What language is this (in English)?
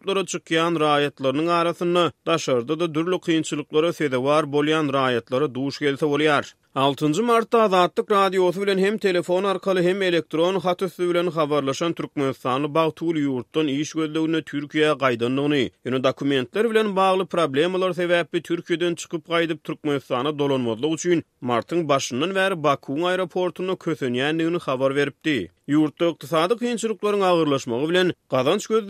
Turkmen